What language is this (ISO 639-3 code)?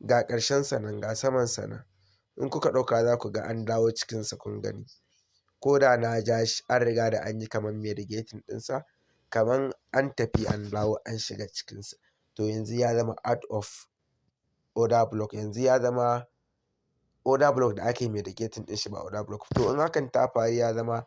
hau